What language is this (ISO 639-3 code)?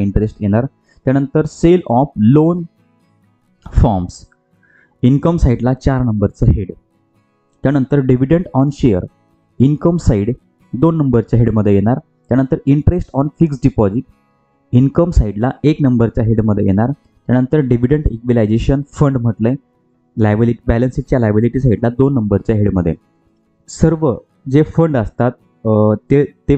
mar